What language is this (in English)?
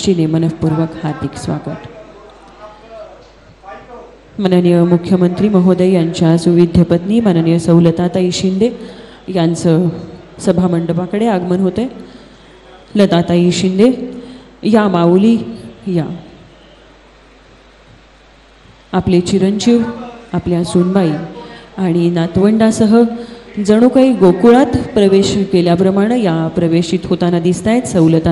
Marathi